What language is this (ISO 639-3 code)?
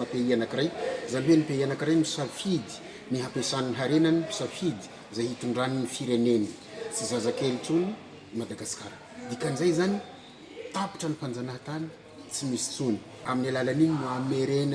mlg